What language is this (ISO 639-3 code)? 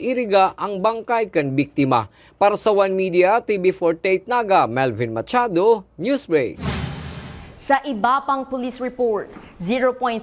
bik